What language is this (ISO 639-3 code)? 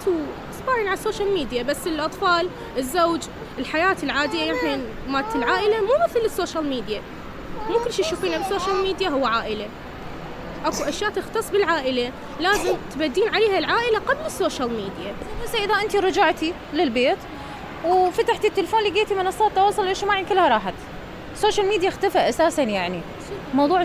acm